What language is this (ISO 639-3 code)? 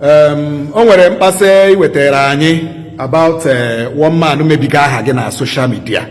ibo